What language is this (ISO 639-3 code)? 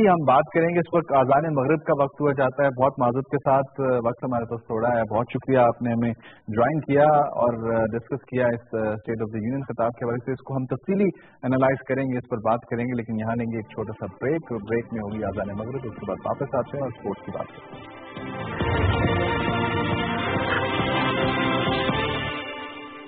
urd